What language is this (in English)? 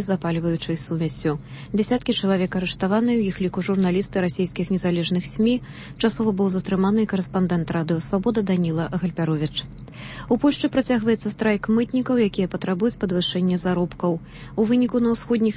Belarusian